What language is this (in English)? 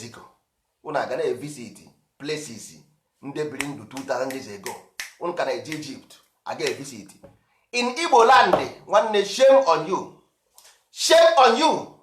Igbo